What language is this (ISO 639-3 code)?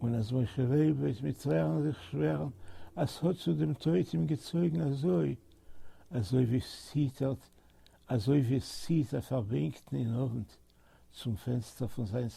yid